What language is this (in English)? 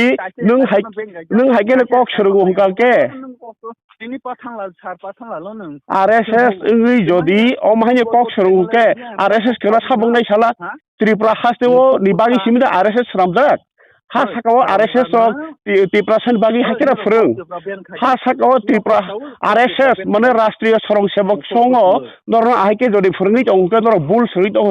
Kok Borok